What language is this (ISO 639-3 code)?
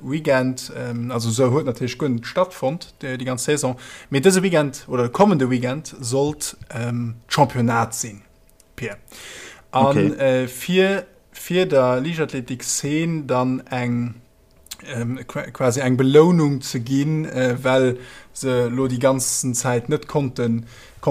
ltz